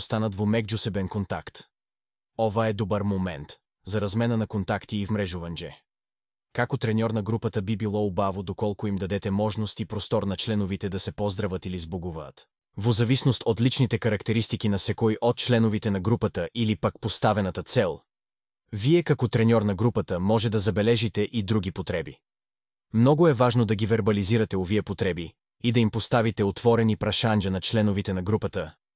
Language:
Macedonian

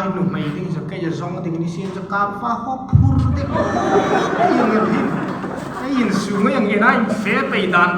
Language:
Hmar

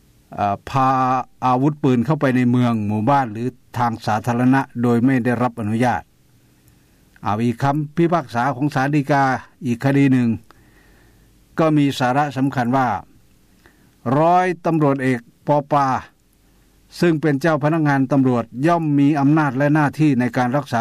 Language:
Thai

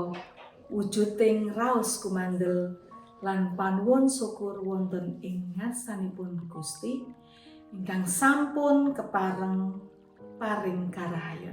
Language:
Javanese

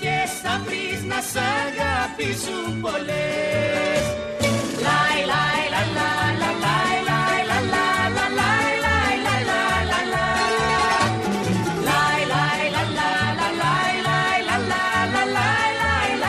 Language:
Greek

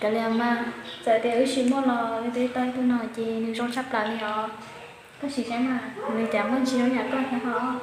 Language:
Hmong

